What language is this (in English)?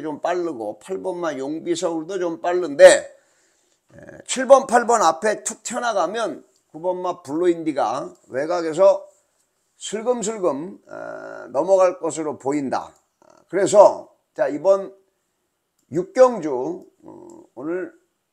Korean